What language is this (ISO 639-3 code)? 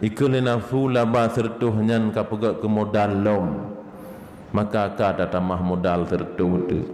ace